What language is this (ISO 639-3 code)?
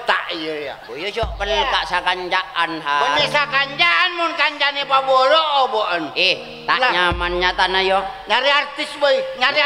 mad